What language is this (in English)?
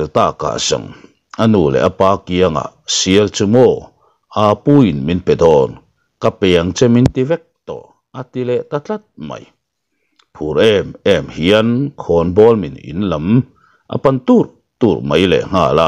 Mizo